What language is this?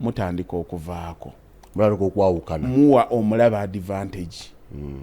Ganda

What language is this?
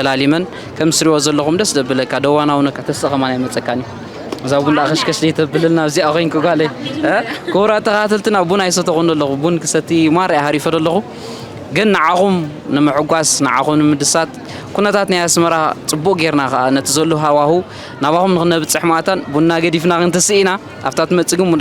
Tigrinya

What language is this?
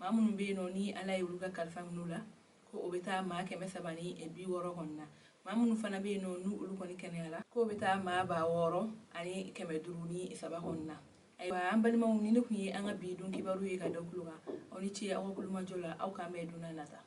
Bambara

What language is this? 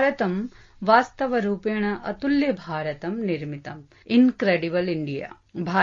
Sanskrit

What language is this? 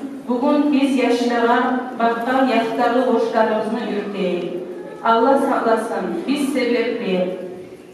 Kumyk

